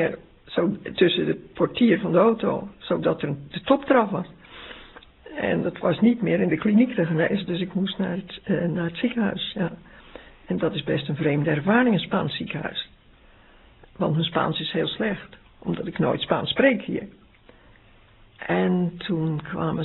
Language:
Dutch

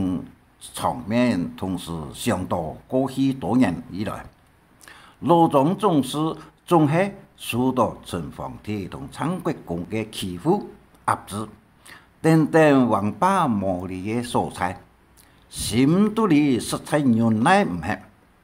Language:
Hakka Chinese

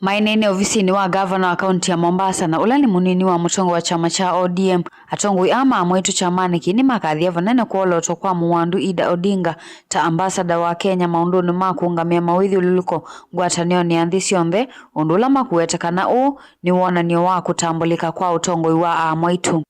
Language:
Kamba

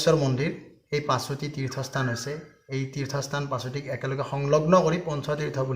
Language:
Assamese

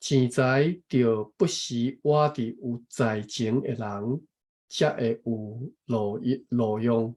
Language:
Min Nan Chinese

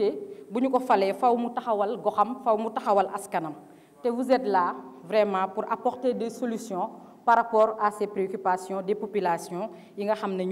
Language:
Wolof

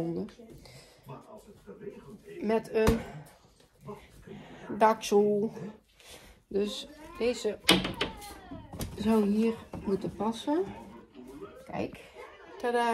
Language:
Dutch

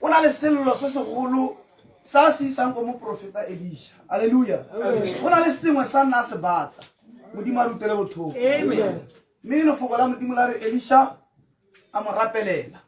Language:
Tswana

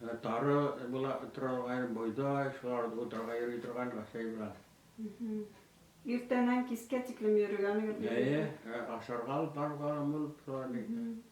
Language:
Bashkir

